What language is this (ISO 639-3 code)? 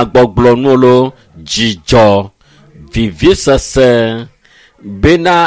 ewe